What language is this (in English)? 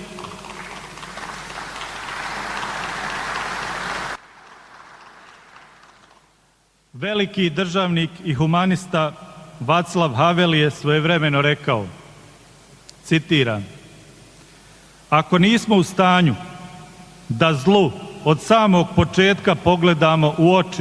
Bosnian